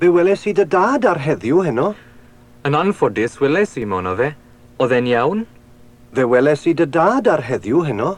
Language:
Welsh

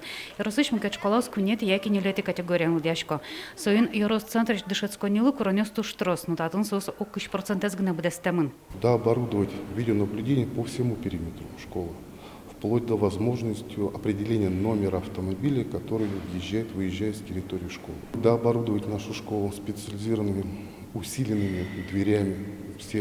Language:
Udmurt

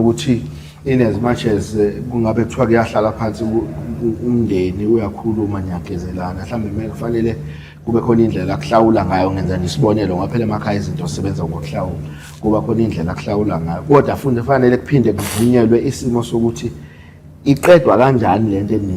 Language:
Zulu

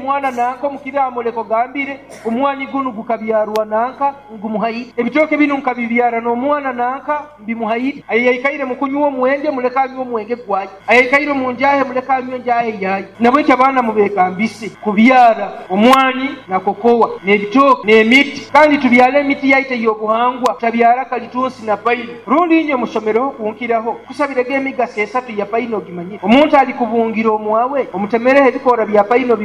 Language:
Nyankole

